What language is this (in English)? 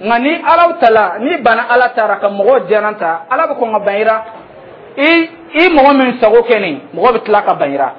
Dyula